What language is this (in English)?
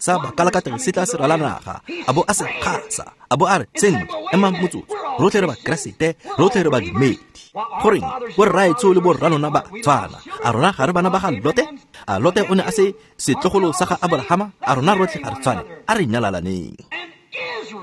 Tswana